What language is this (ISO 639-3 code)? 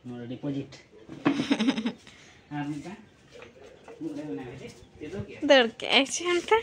sat